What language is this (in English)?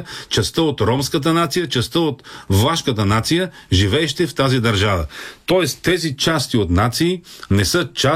Bulgarian